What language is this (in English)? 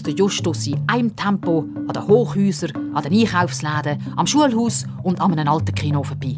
Swiss German